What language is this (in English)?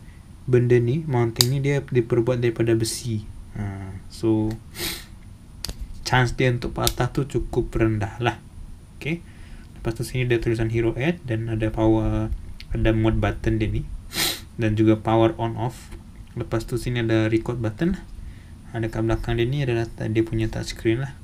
Malay